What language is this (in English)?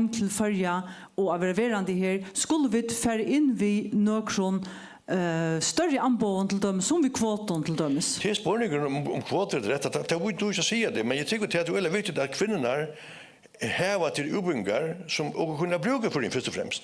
Faroese